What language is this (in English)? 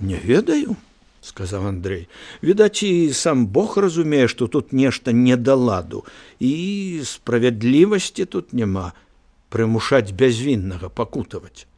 Belarusian